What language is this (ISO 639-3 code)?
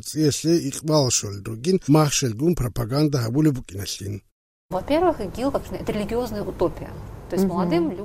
ava